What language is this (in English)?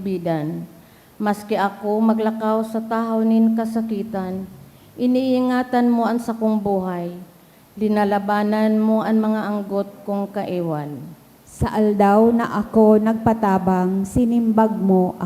Bikol